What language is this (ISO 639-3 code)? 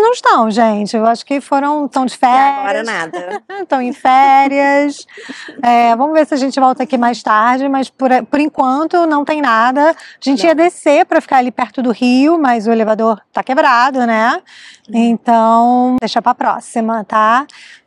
por